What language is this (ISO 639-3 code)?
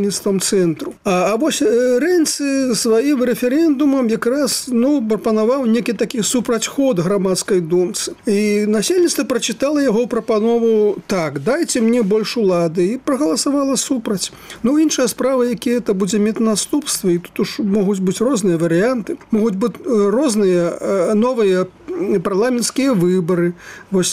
bel